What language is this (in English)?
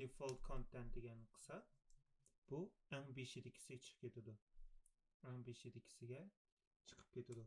Uyghur